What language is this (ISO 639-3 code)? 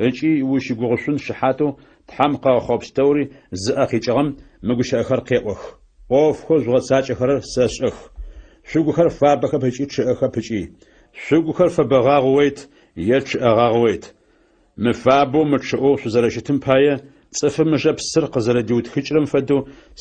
ady